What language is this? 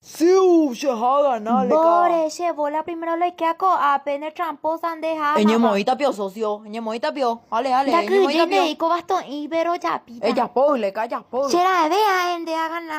Guarani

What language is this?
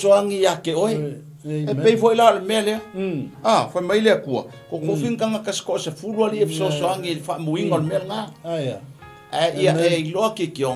Samoan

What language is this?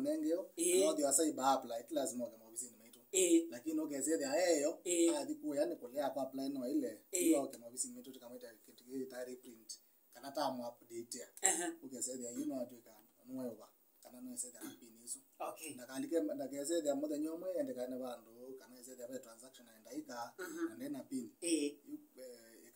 Kamba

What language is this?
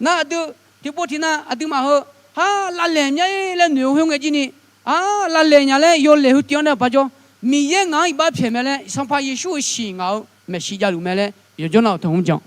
Akha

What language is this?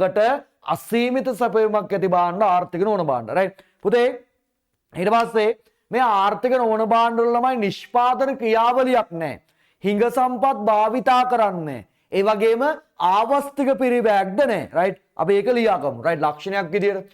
Sinhala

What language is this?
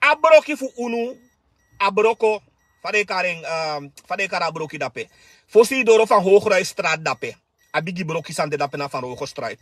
Sranan Tongo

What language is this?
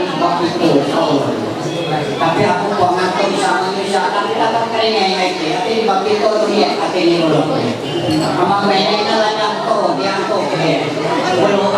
Ma'anyan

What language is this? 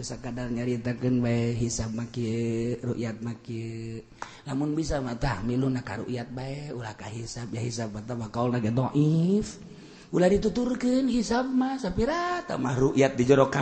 Sundanese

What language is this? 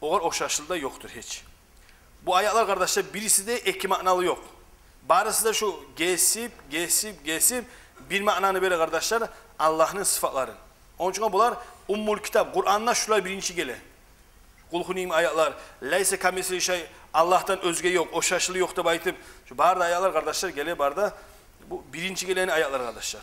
Kumyk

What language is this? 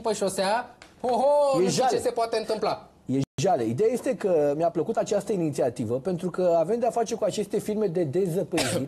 Romanian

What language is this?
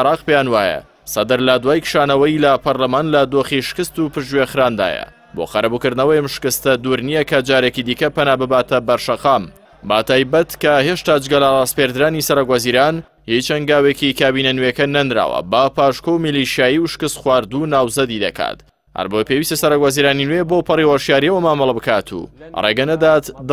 Central Kurdish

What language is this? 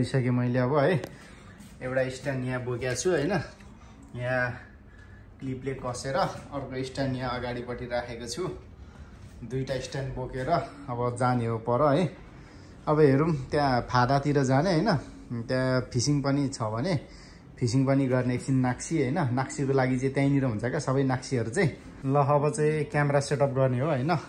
Nepali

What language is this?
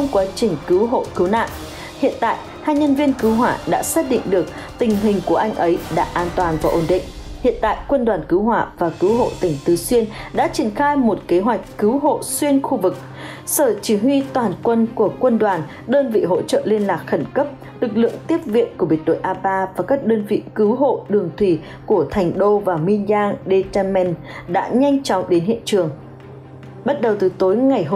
Vietnamese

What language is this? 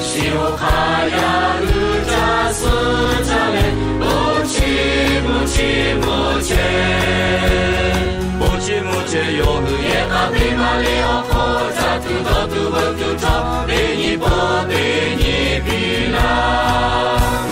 Lahu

